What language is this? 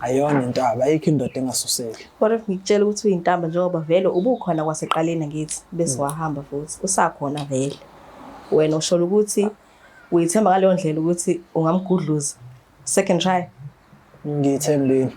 Zulu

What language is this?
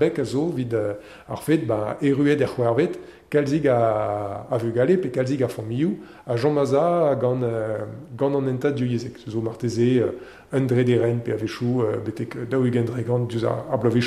Breton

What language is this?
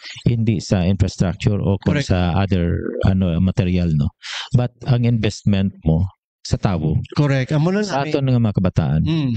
Hiligaynon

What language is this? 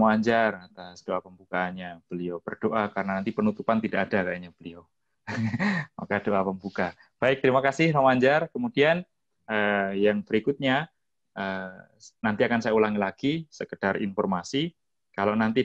Indonesian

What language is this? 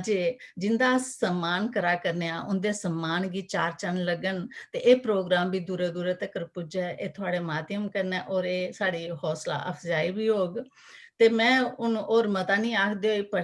Dogri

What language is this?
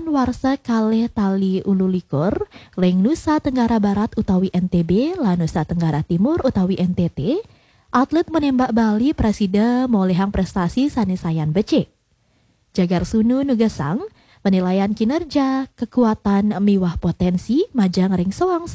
Balinese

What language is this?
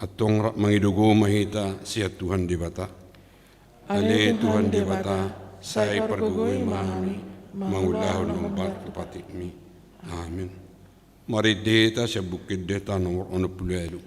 Batak Toba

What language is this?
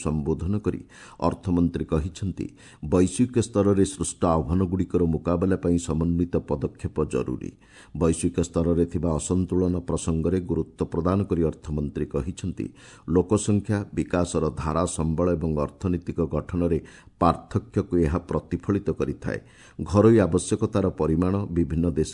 Odia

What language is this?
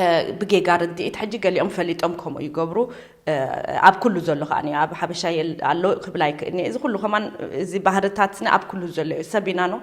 Tigrinya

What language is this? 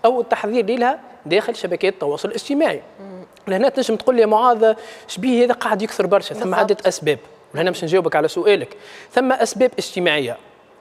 Tunisian Arabic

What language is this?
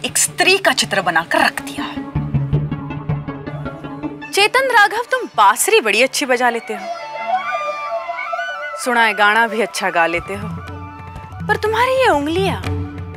Hindi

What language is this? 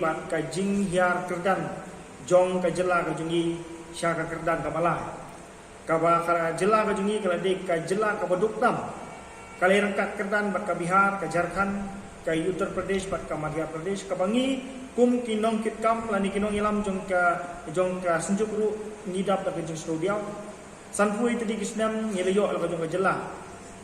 Khasi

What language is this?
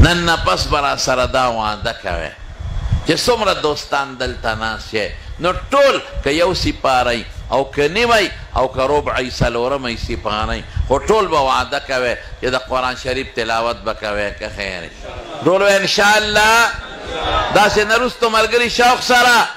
Pashto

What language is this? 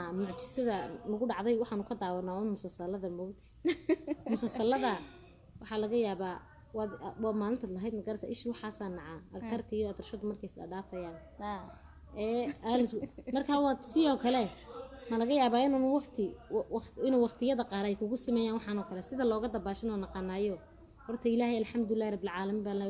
Somali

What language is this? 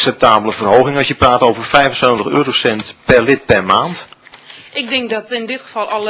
Dutch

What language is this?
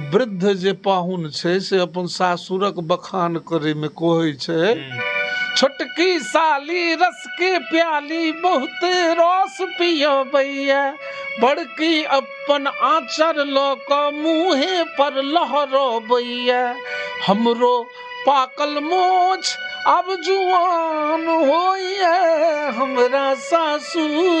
Maithili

